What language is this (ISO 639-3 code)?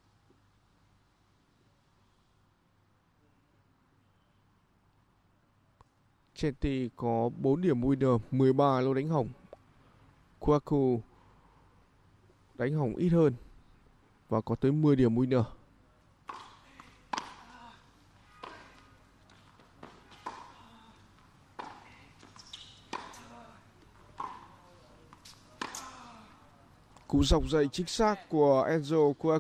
vie